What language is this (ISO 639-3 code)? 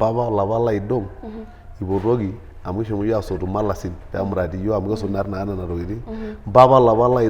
mas